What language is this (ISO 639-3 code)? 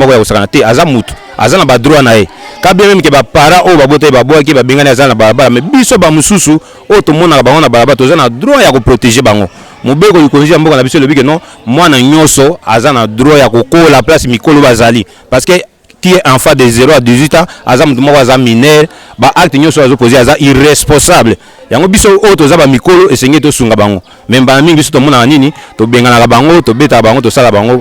lin